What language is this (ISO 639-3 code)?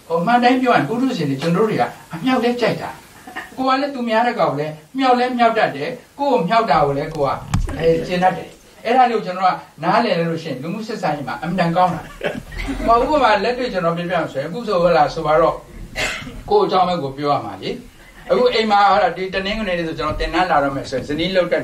mya